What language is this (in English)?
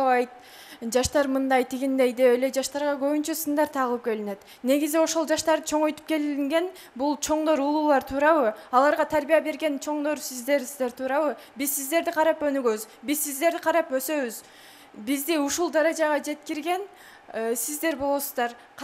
Kyrgyz